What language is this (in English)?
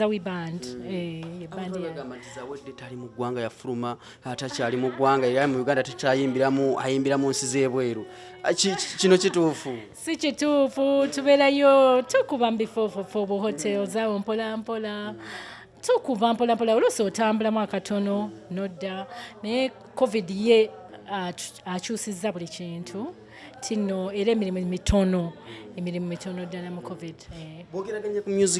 Ganda